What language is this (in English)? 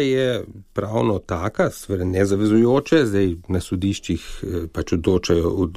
Slovenian